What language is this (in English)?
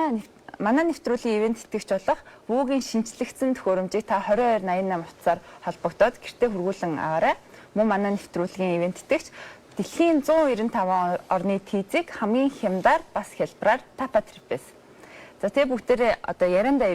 Mongolian